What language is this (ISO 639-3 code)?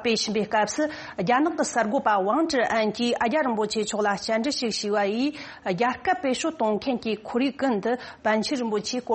bod